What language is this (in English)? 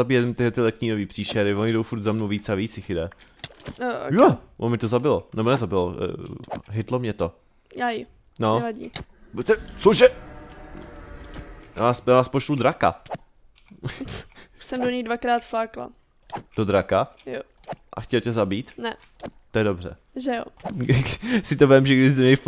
Czech